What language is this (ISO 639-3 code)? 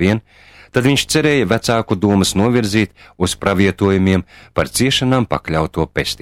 lav